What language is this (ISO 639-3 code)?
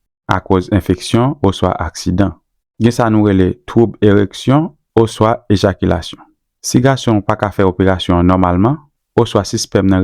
hat